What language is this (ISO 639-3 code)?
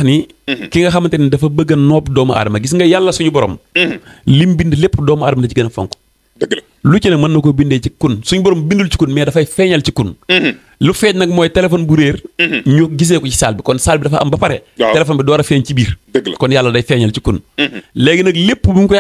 wol